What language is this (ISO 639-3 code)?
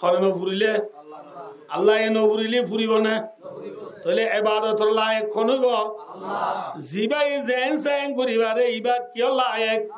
rhg